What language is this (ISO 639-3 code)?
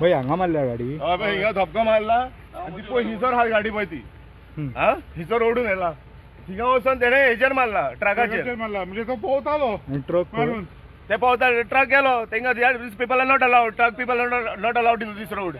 kok